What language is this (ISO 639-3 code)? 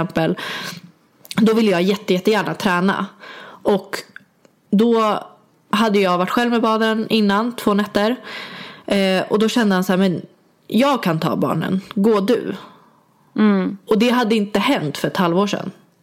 swe